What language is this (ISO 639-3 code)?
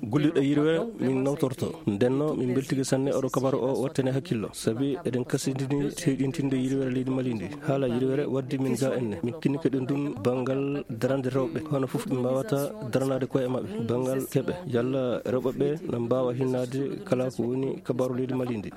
ful